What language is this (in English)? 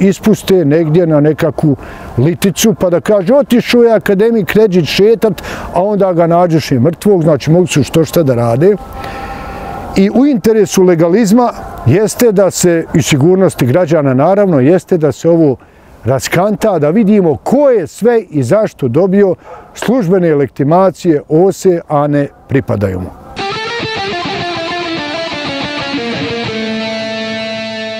Bosnian